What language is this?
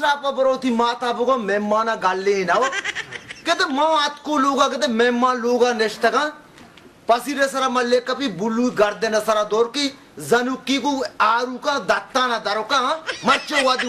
Baluchi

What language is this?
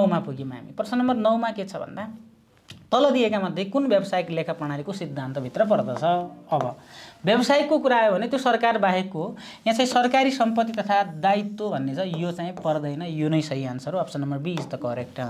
Nepali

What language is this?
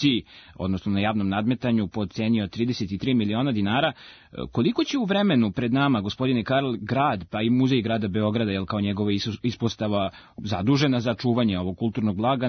Serbian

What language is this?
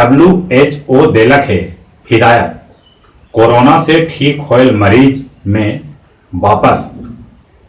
Magahi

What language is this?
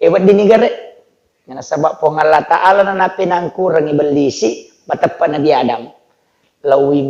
Buginese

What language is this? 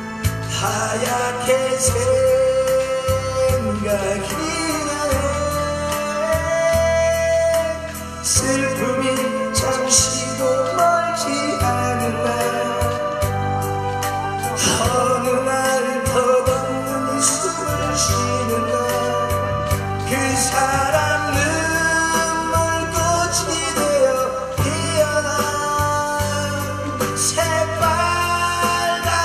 Korean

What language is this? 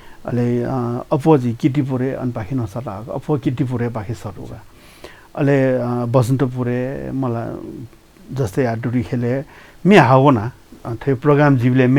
Newari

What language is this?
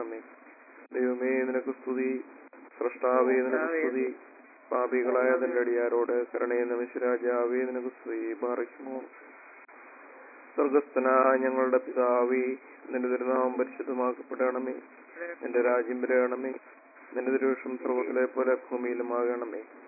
Malayalam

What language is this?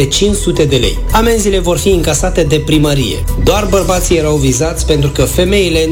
Romanian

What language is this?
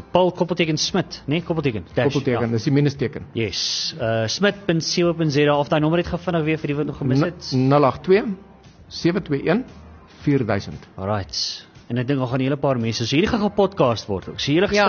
Afrikaans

